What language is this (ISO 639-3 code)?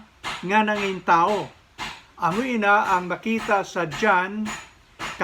hil